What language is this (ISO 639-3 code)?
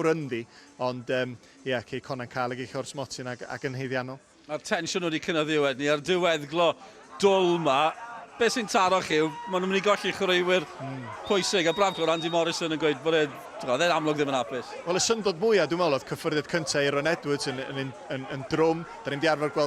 cym